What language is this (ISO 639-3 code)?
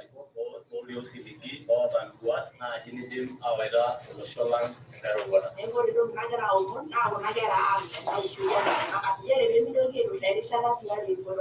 mas